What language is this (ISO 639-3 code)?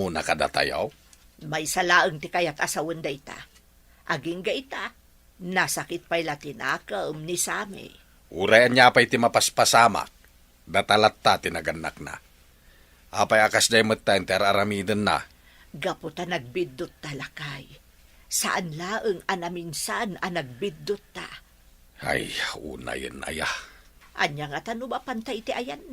ilo